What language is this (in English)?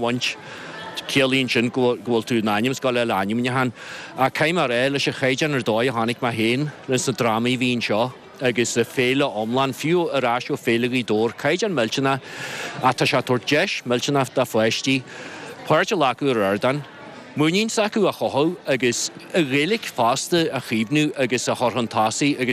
Irish